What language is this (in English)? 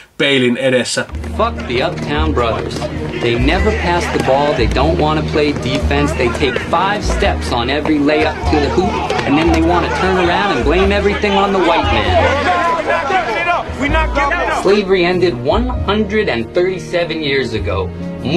Finnish